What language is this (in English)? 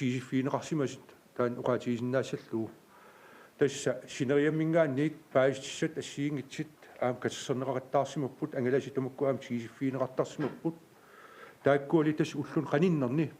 Kalaallisut